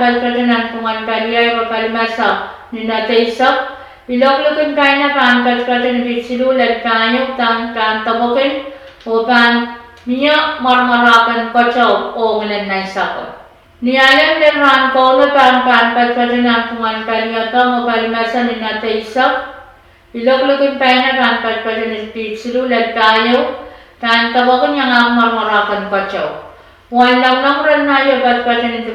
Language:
Pohnpeian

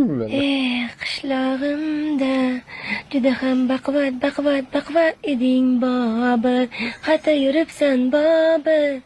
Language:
Uzbek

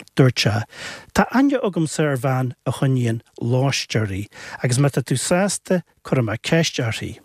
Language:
Irish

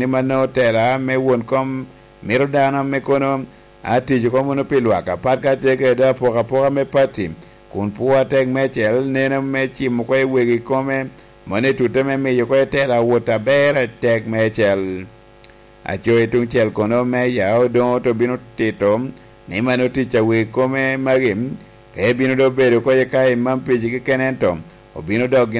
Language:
Lango (Uganda)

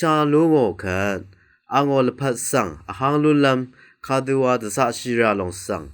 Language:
Rawang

